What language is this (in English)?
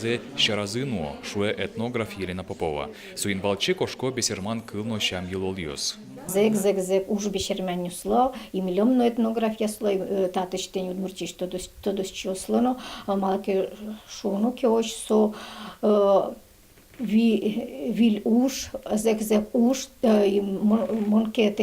Udmurt